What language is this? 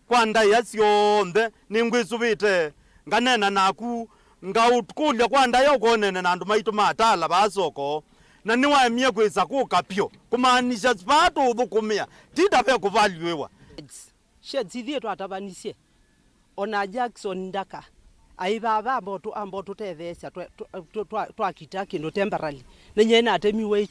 Kamba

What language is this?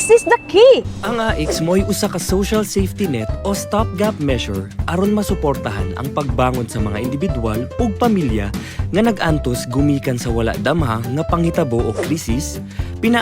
Cebuano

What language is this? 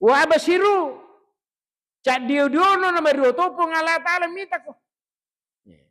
Buginese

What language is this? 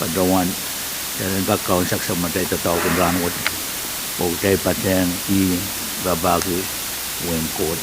Pohnpeian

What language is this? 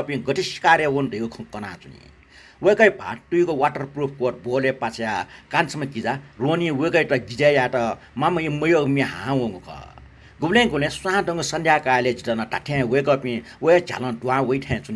Newari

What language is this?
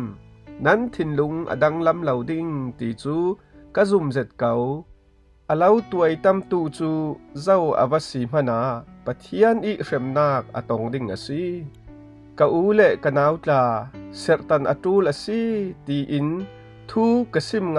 Falam Chin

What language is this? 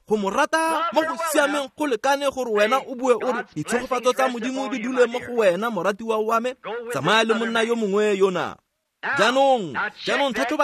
Tswana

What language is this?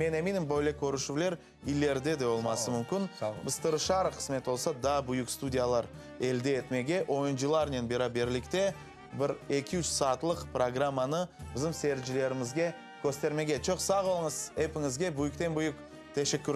Crimean Tatar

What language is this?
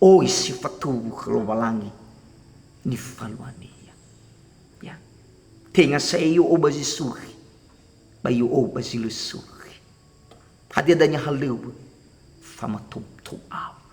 Nias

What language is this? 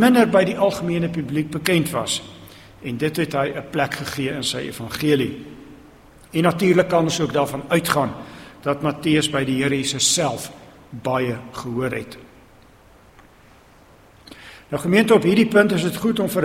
Afrikaans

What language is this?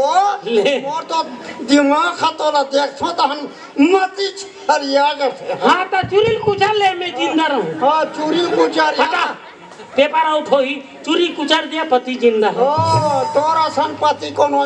Chhattisgarhi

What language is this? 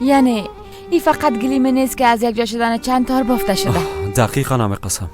Persian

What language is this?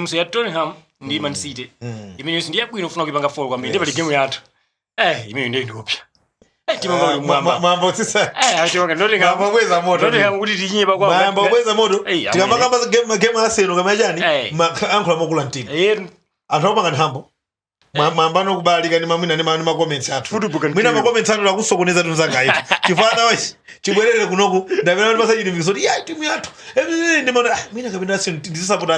Nyanja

